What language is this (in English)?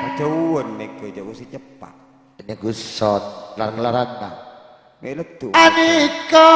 Madurese